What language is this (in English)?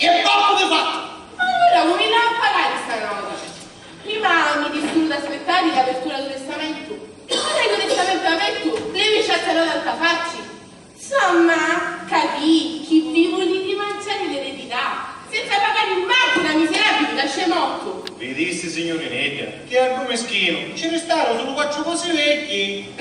Sicilian